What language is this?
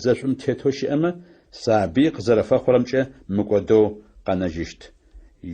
Adyghe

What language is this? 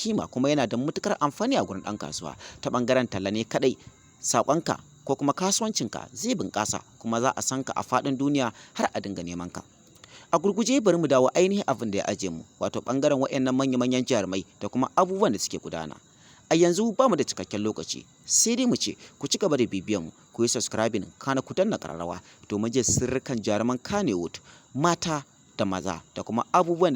Hausa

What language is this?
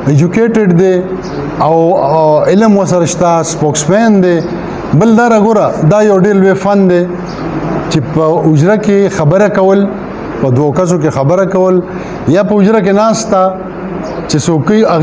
Pashto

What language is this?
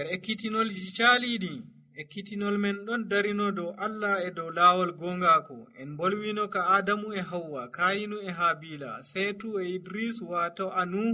Nigerian Fulfulde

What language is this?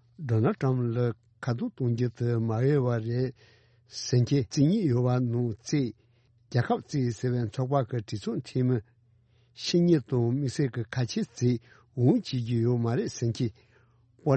Tibetan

